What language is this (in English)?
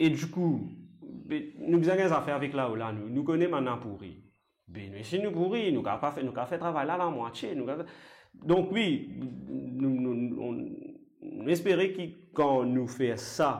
Morisyen